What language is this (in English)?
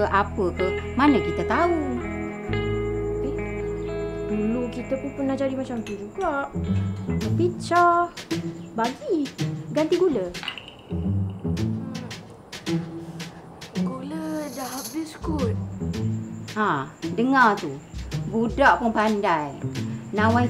Malay